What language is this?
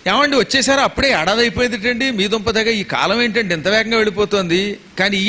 Telugu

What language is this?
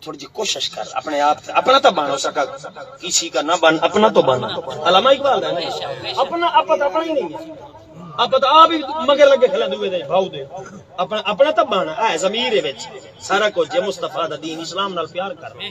Saraiki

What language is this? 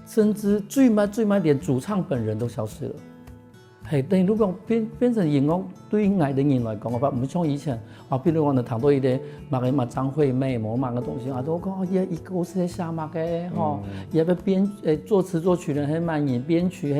Hakka Chinese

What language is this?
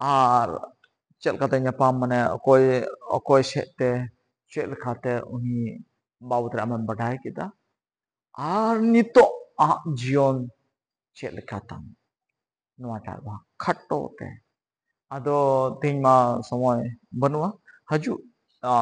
Santali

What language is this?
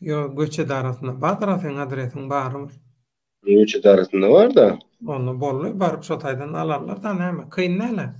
Turkmen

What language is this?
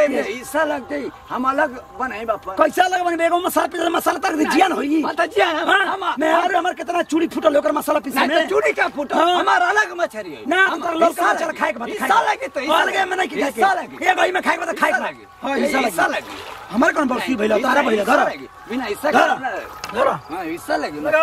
Bhojpuri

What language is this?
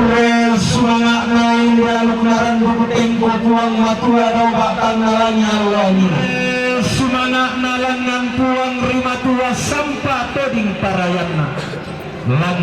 Toraja-Sa'dan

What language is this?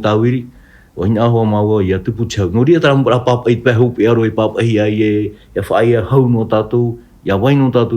Tahitian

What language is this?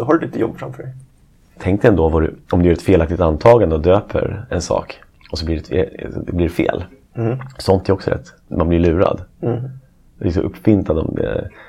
Swedish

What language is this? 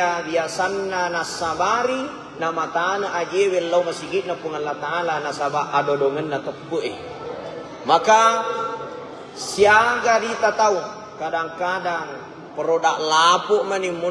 Buginese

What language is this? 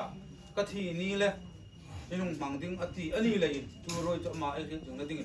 Hmar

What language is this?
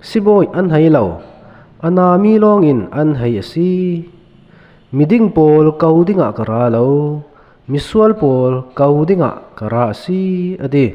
Falam Chin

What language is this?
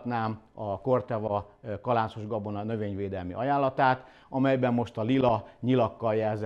Hungarian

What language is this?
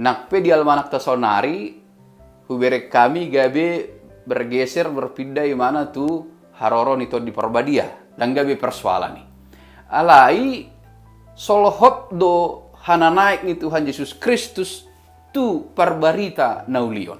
Batak Toba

